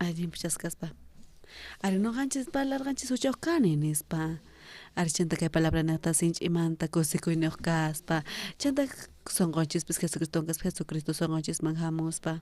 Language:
South Bolivian Quechua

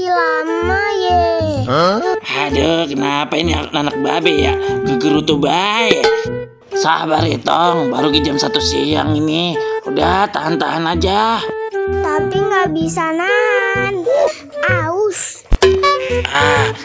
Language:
Betawi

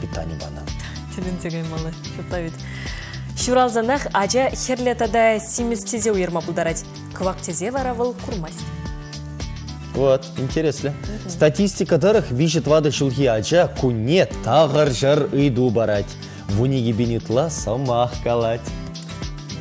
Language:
Chuvash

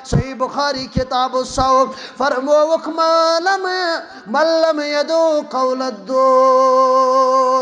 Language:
Kashmiri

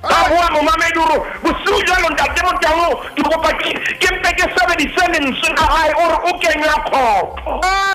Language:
Southern Sotho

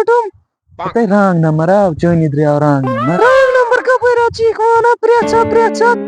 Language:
Kashmiri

